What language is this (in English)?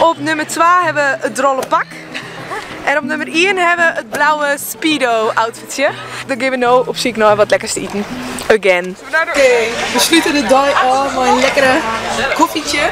Western Frisian